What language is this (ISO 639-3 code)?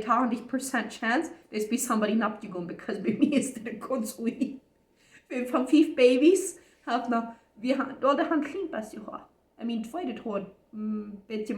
pdt